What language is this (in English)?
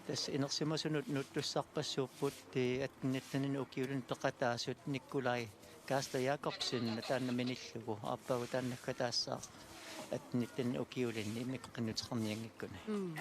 Kalaallisut